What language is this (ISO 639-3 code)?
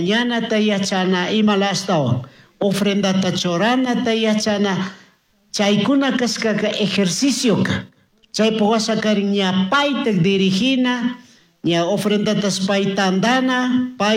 qug